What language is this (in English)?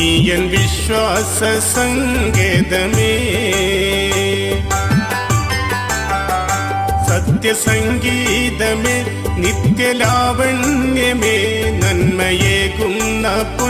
Malayalam